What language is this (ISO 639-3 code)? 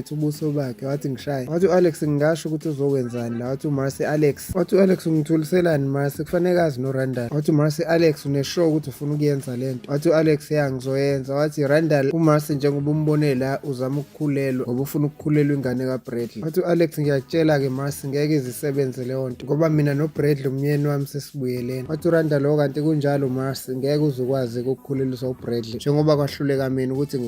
zul